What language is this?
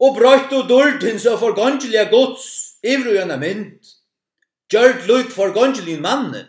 Faroese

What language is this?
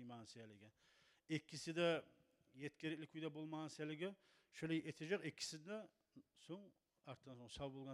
Kumyk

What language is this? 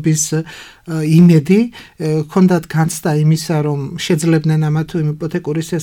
Georgian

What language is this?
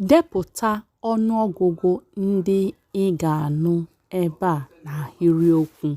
Igbo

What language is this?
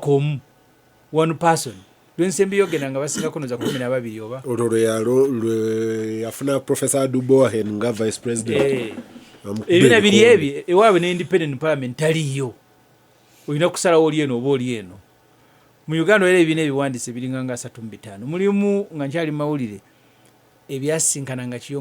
Ganda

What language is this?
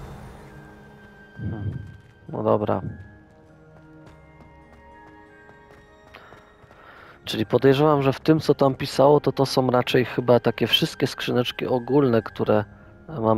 Polish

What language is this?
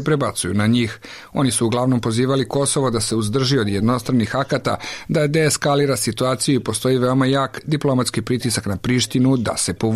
Serbian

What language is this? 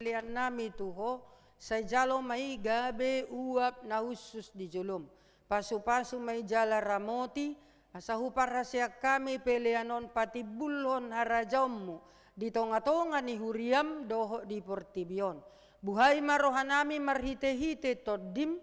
Batak Toba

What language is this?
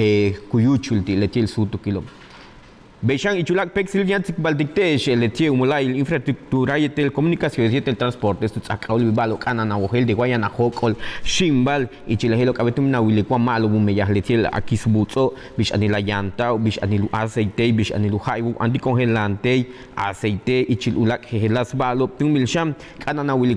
Yucateco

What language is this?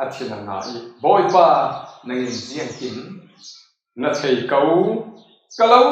Falam Chin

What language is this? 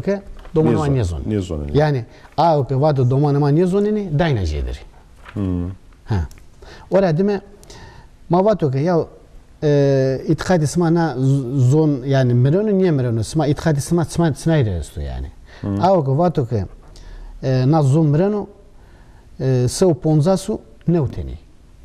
Zaza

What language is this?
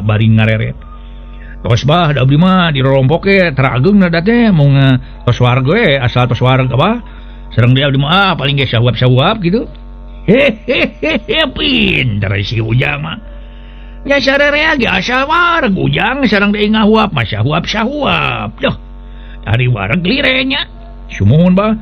Sundanese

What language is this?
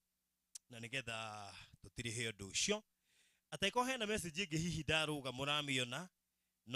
Kikuyu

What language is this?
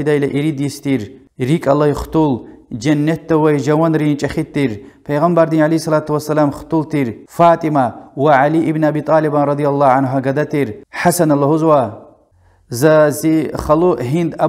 Lezghian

